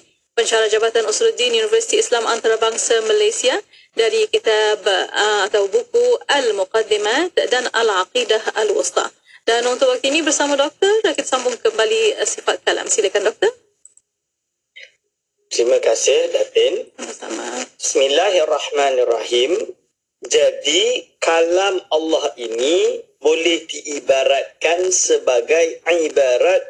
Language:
Malay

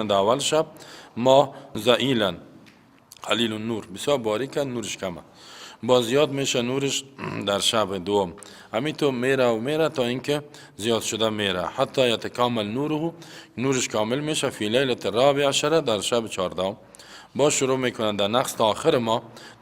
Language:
Persian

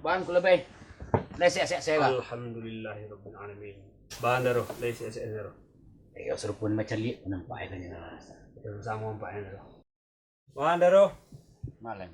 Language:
Minangkabau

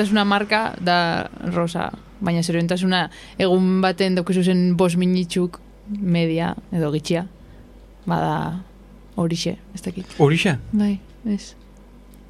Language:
Basque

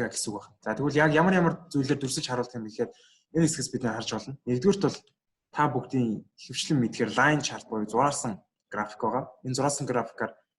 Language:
Mongolian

